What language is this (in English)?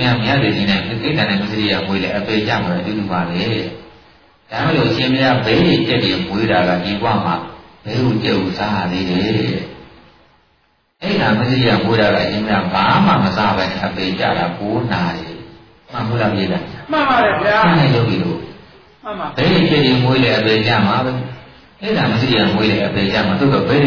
Burmese